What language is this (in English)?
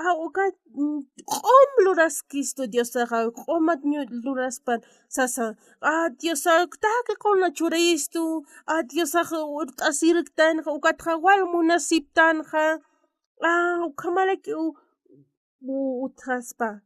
Aymara